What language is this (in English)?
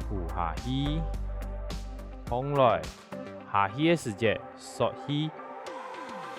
Hakka Chinese